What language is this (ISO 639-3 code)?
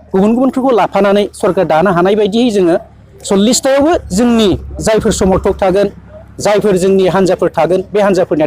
brx